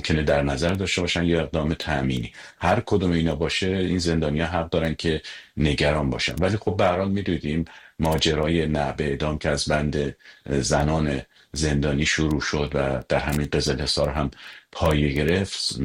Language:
Persian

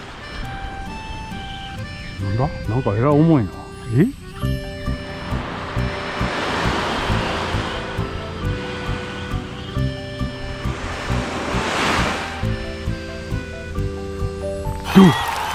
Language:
Japanese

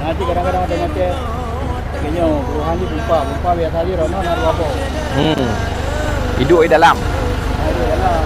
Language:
Achinese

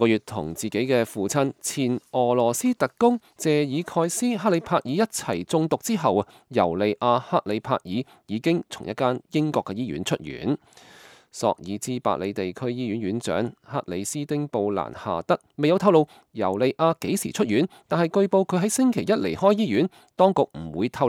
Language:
Cantonese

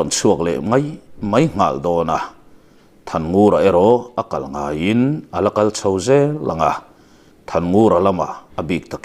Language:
Mizo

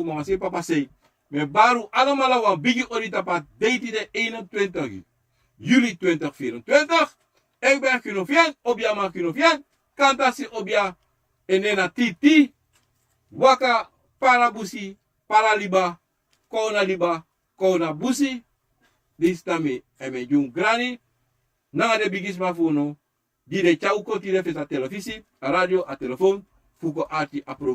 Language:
Sranan Tongo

